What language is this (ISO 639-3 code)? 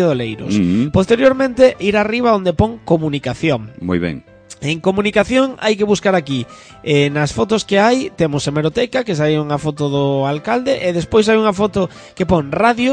glg